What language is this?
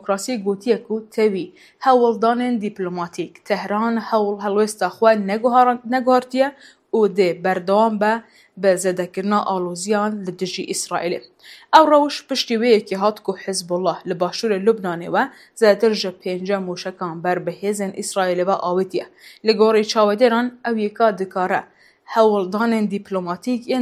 Kurdish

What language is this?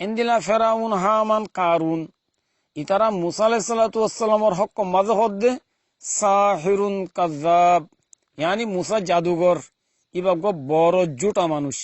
Rohingya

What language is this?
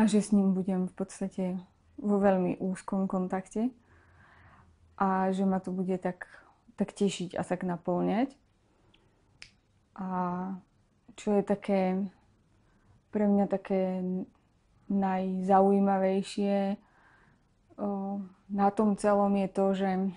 Slovak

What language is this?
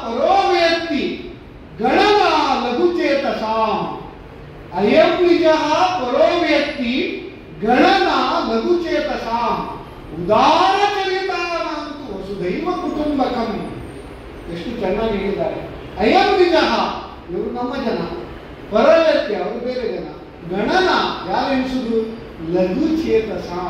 Kannada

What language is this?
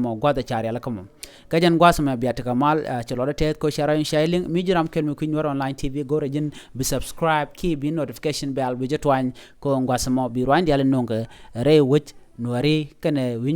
Nuer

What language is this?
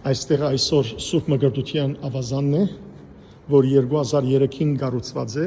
Western Armenian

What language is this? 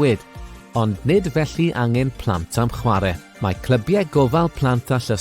Welsh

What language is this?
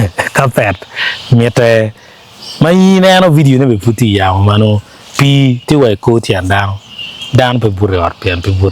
Acoli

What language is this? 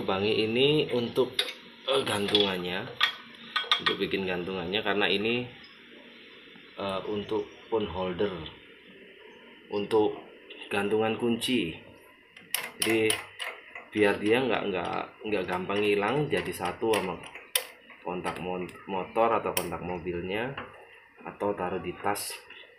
Indonesian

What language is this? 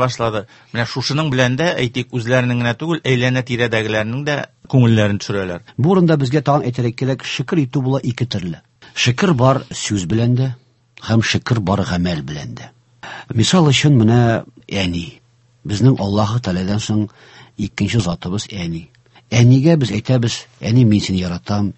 Tatar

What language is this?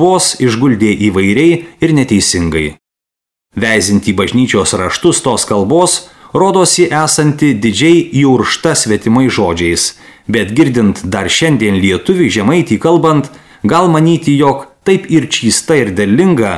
Lithuanian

